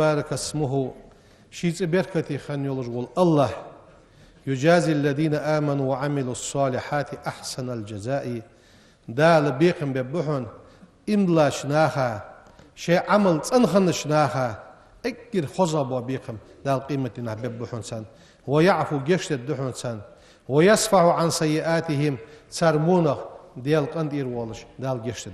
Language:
Ingush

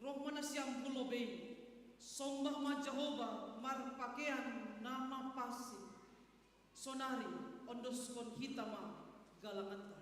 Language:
Batak Simalungun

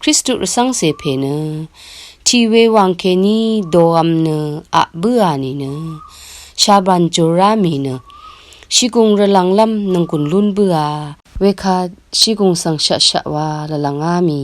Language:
Rawang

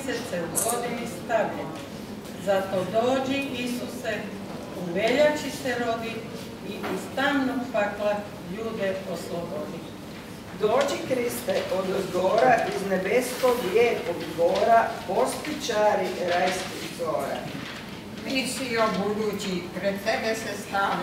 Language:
Croatian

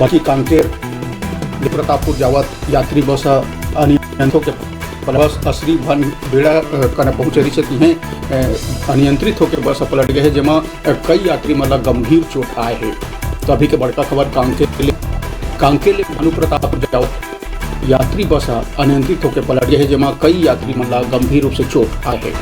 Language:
Chhattisgarhi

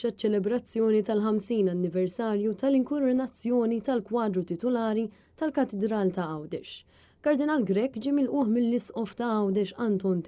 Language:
Maltese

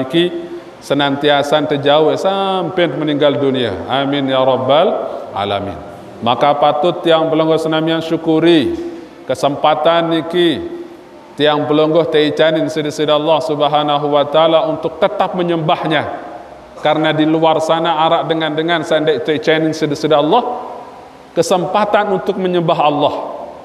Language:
Sasak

